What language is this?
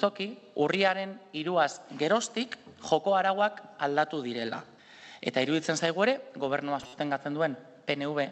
Basque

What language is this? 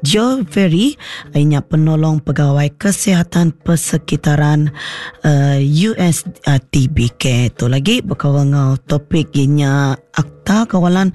Iban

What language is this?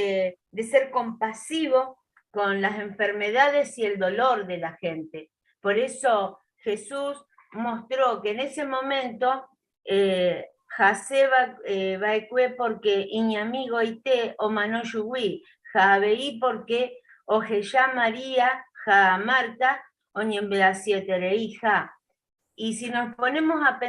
Guarani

